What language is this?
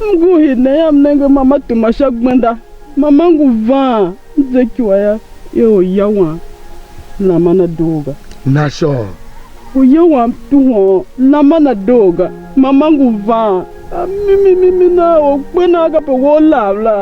Tiv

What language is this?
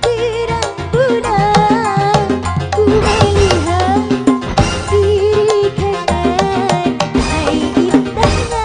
Betawi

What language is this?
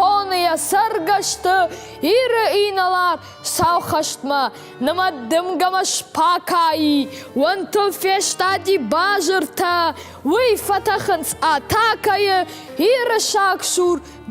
Ossetic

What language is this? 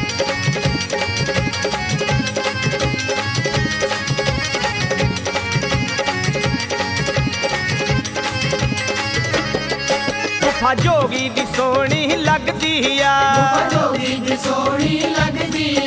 Punjabi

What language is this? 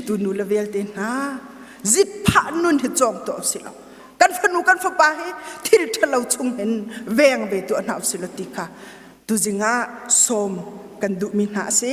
Hakha Chin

